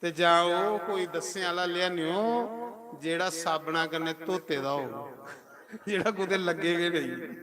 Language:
Dogri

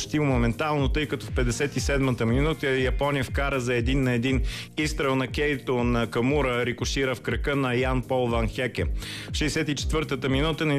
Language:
Bulgarian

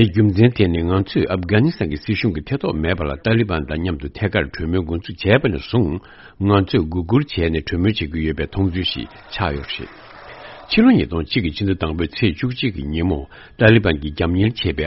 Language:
Tibetan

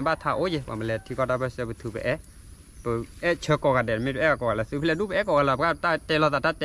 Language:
S'gaw Karen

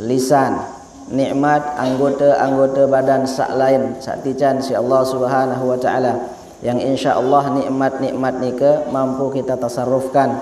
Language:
Sasak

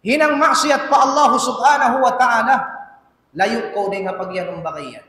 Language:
Tausug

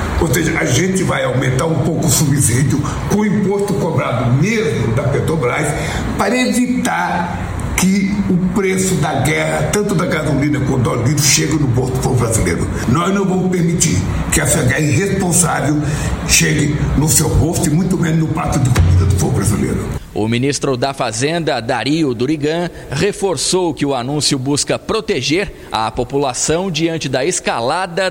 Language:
Portuguese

